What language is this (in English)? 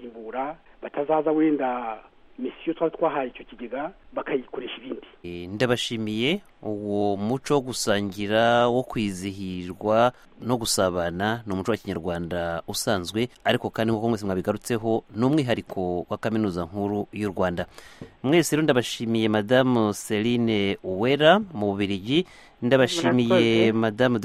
Kinyarwanda